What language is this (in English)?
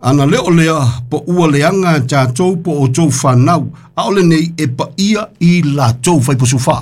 Samoan